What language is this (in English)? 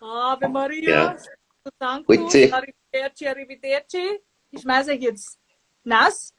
Bavarian